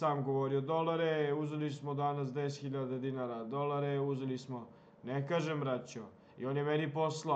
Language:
Serbian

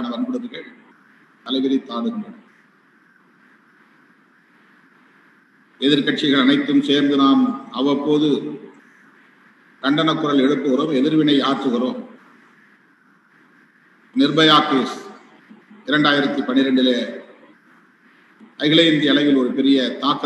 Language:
Tamil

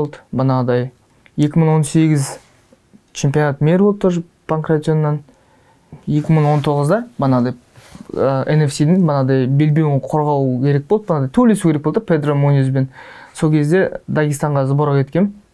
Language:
Kazakh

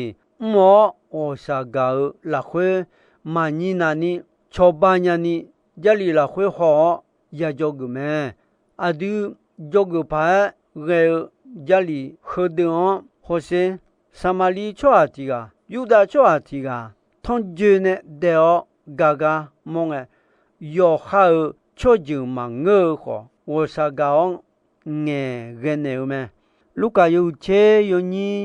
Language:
Akha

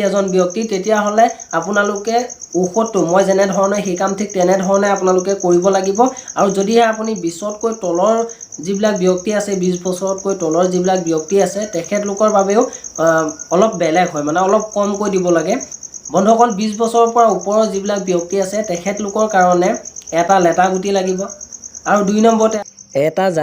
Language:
Assamese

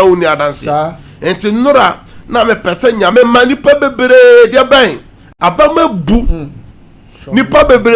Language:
Akan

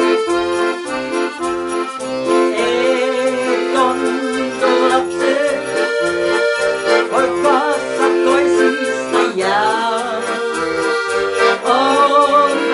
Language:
Finnish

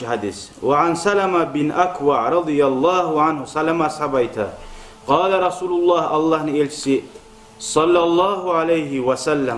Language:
Kumyk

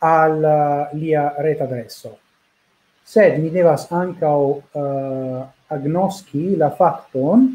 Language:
Esperanto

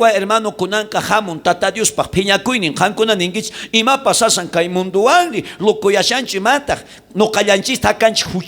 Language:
South Bolivian Quechua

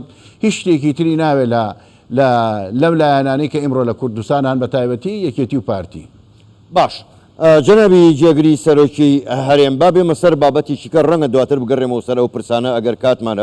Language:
Central Kurdish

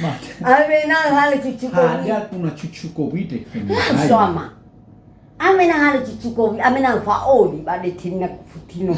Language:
Nias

